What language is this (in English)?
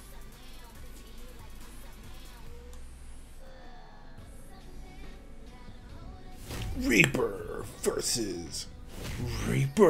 English